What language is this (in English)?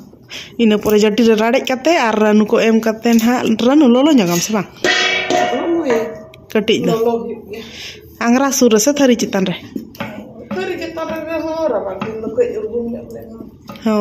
Santali